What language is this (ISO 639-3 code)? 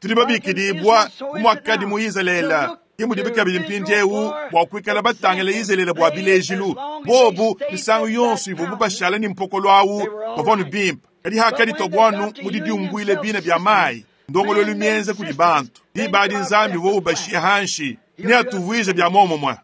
lua